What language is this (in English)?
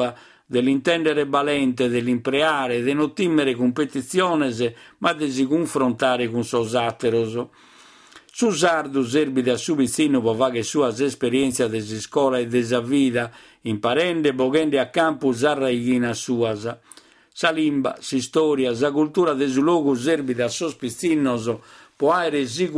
Sardinian